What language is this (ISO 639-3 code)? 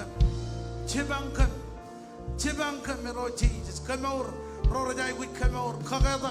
mah